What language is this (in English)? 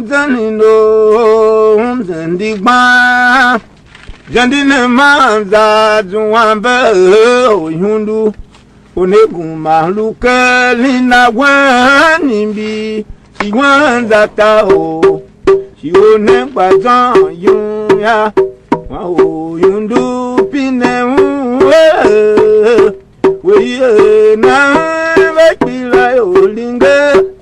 Tiv